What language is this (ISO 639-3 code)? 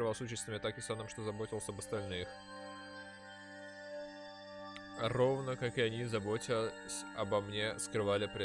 rus